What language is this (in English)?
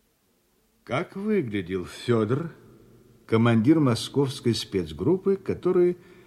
Russian